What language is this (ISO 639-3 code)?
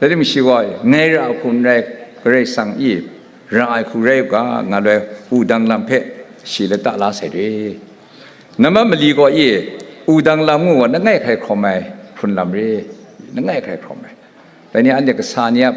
kac